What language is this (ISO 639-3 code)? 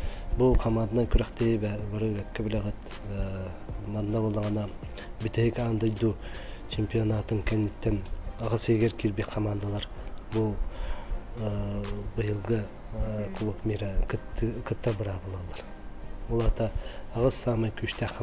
sah